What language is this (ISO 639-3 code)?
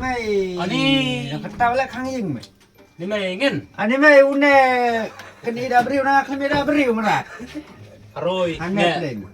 kha